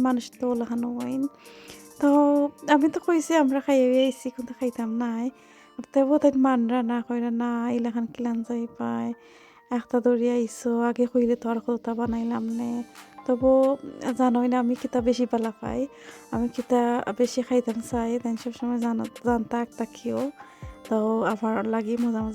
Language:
Sylheti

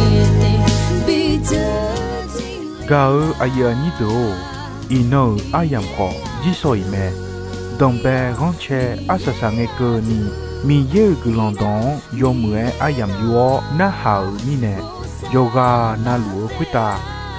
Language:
Akha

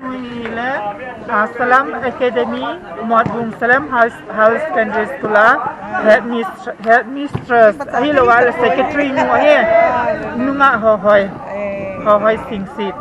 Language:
Thado Chin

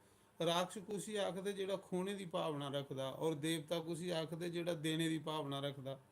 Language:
Dogri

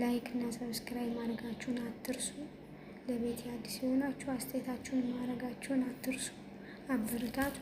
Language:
Amharic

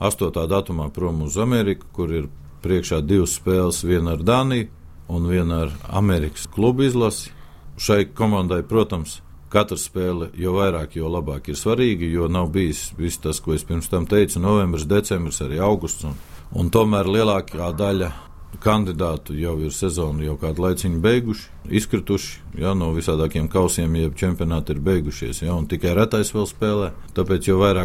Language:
Latvian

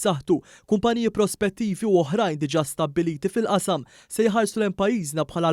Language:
Maltese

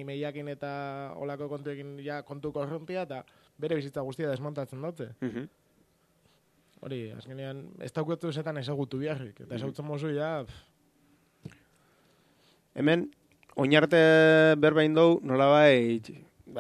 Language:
Basque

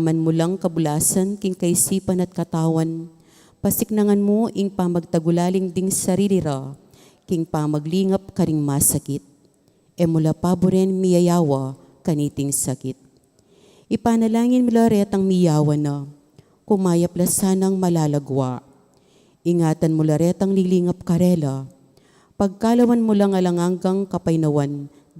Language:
Pampanga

